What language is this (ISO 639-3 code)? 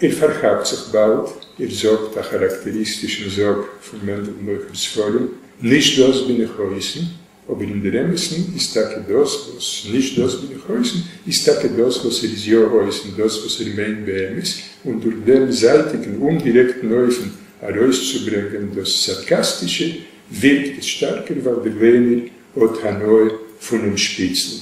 yid